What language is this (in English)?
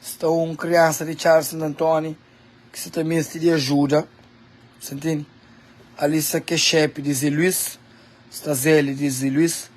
Kabuverdianu